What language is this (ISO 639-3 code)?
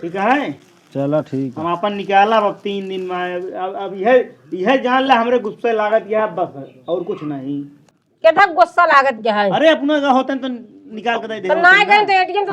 awa